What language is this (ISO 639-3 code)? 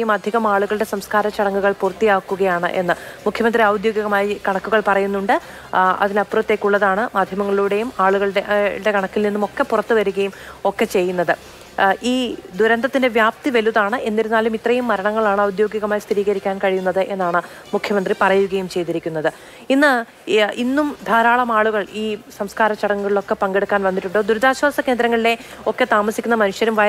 mal